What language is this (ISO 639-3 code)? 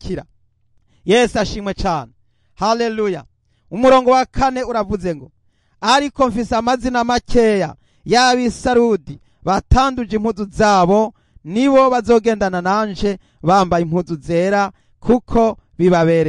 run